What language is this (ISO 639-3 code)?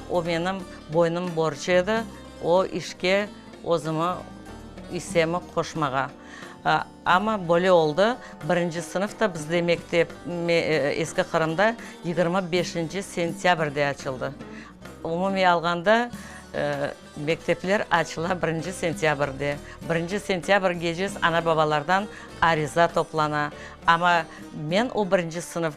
crh